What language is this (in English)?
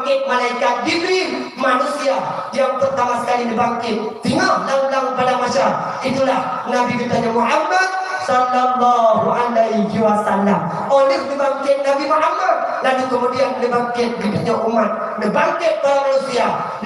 Achinese